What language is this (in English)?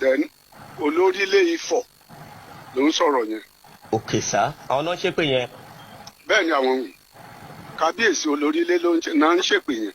Yoruba